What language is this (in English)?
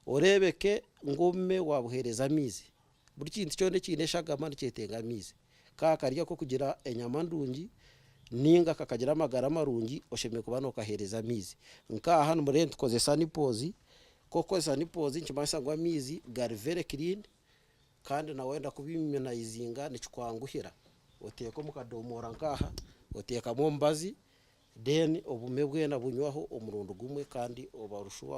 Nyankole